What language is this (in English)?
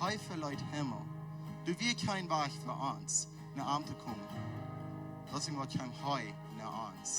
Plautdietsch